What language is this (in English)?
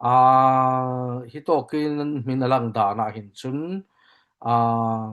Falam Chin